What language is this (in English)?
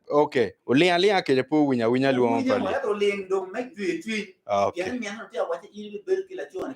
Acoli